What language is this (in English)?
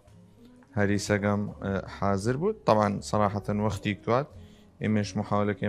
Southern Kurdish